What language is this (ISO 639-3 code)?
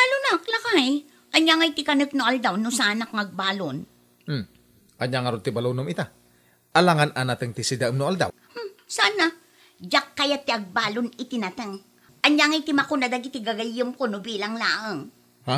ilo